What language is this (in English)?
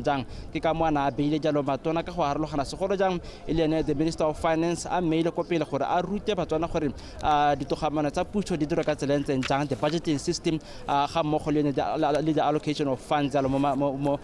Tswana